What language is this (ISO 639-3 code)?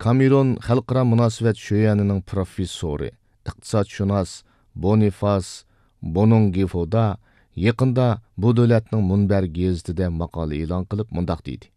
uig